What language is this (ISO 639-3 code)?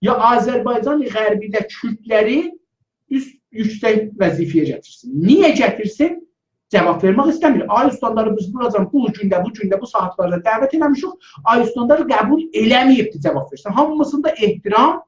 azb